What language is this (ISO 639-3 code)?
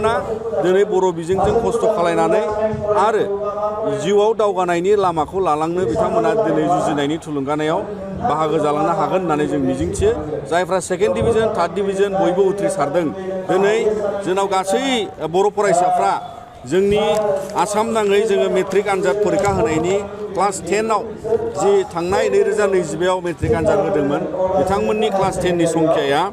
brx